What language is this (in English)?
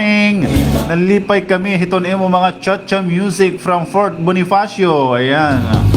Waray